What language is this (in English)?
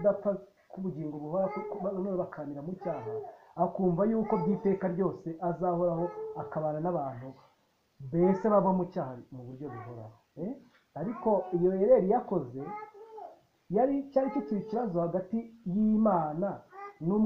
Kinyarwanda